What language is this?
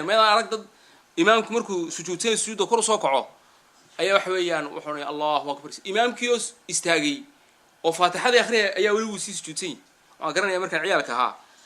Somali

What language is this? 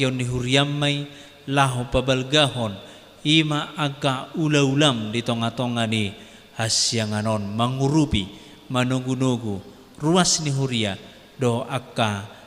Batak Toba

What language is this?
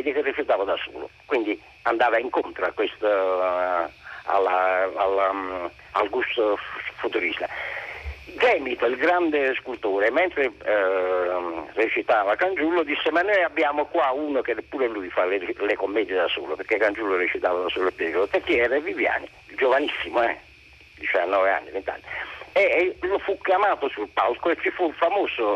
Italian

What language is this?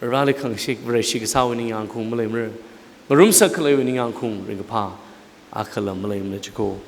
Tangkhul Naga (India)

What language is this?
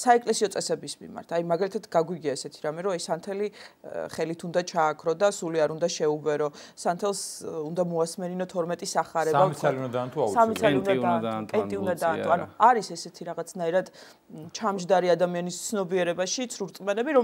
Georgian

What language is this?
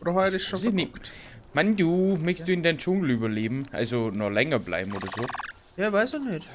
Bavarian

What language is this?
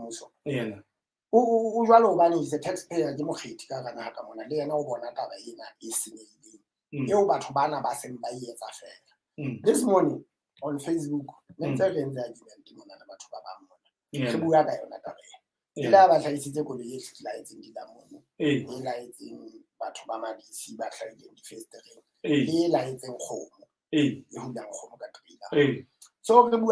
Southern Sotho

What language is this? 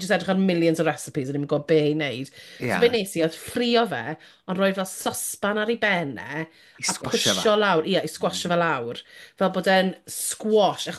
Welsh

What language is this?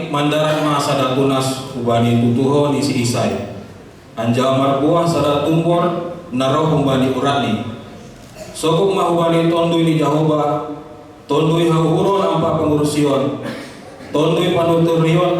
Batak Simalungun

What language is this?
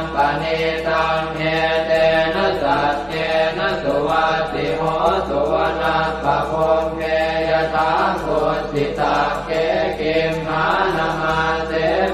Pali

